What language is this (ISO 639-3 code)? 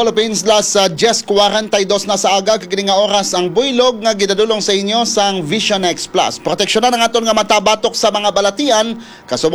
hil